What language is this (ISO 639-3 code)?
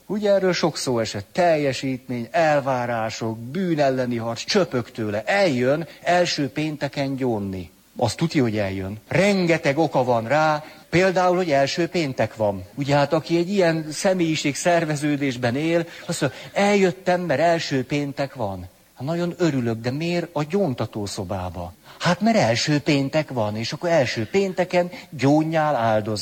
hun